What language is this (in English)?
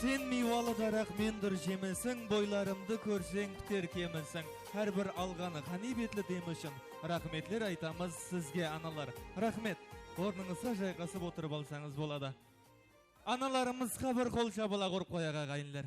Kara-Kalpak